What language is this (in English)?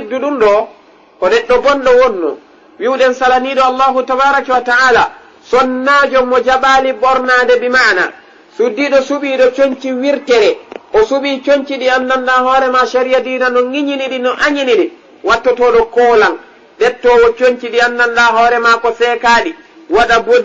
Fula